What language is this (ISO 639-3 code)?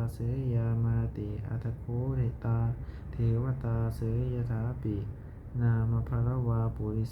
pli